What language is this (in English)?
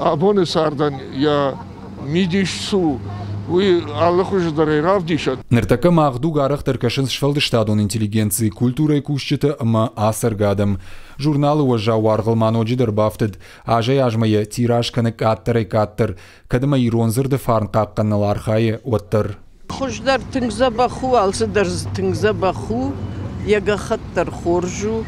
Ossetic